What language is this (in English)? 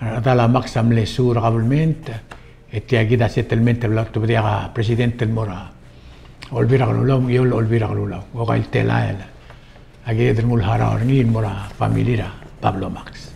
Palauan